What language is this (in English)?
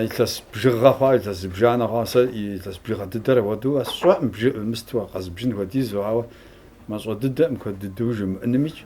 Kabardian